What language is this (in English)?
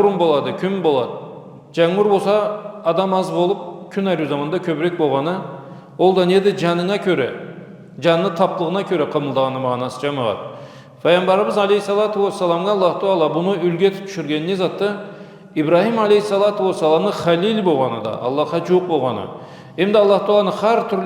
Karachay-Balkar